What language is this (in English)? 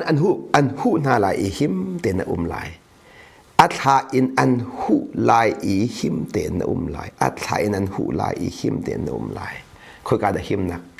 Hakha Chin